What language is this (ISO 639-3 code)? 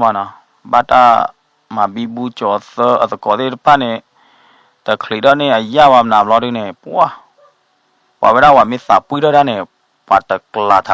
ksw